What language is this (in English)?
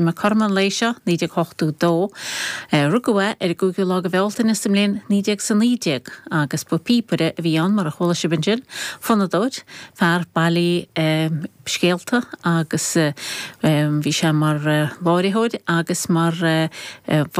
Irish